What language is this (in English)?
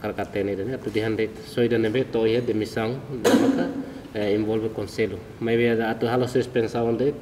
Tetum